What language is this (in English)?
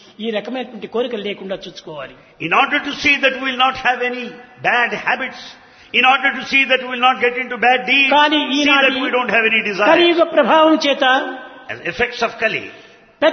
Telugu